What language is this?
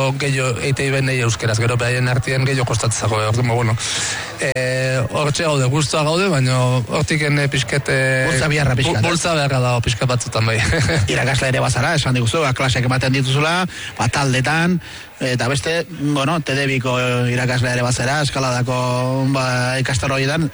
Basque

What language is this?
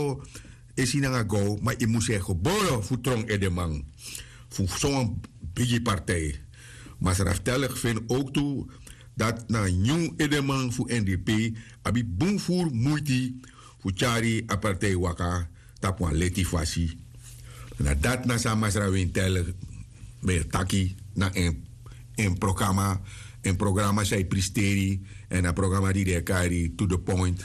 Sranan Tongo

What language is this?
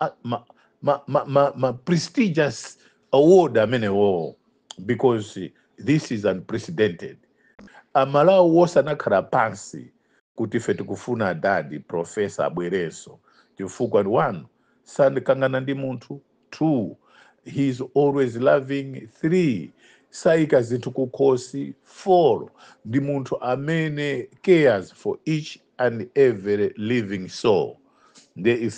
Nyanja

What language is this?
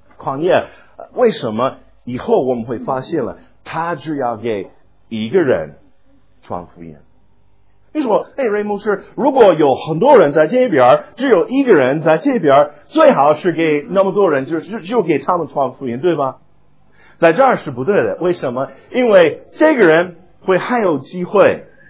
Chinese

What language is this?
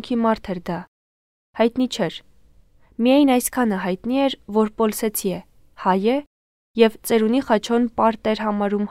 Armenian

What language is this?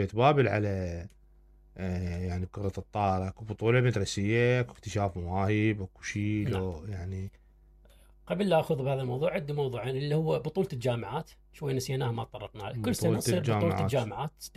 Mesopotamian Arabic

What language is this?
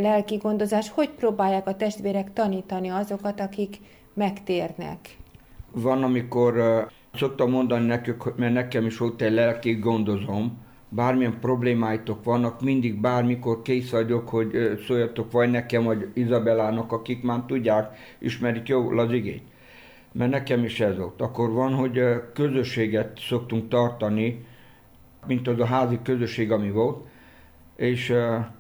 Hungarian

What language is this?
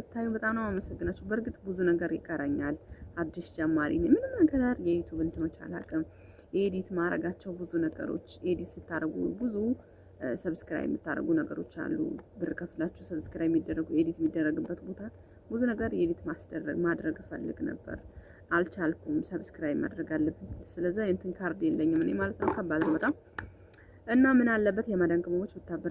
Amharic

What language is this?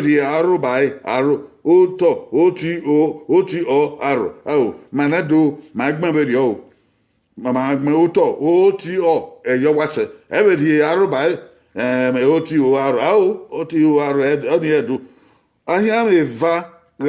Bini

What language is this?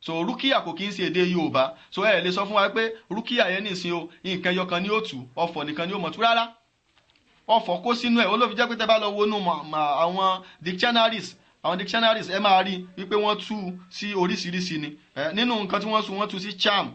Yoruba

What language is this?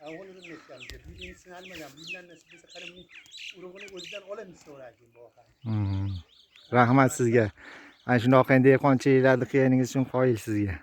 Uzbek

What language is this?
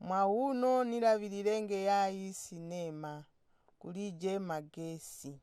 Nyanja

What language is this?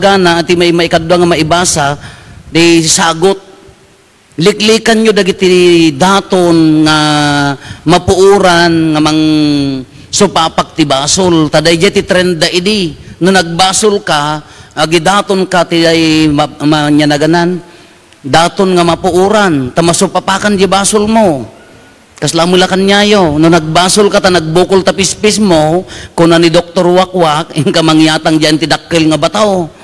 Iloko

